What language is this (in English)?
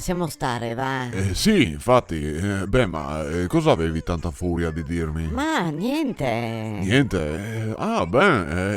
Venetian